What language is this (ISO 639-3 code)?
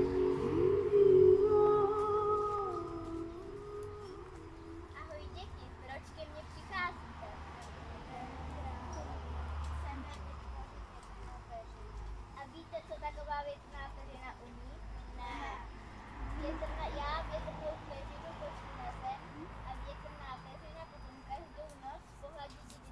ces